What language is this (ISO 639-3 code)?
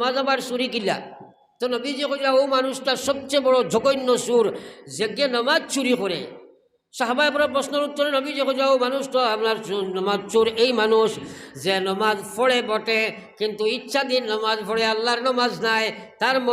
syl